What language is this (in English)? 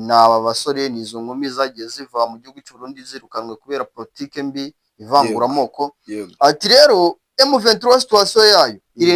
Kinyarwanda